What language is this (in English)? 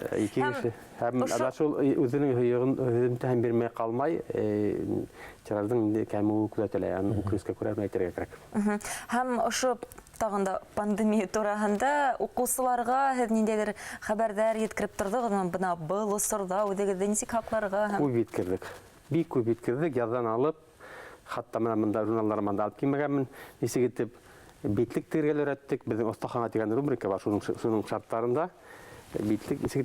Bashkir